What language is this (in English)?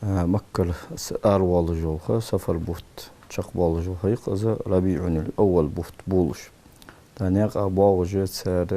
Ingush